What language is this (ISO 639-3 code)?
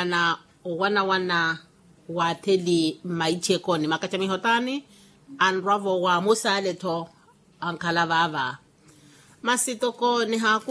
vmw